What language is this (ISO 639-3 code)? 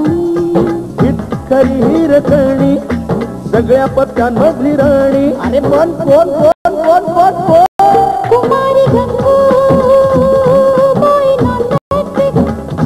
mar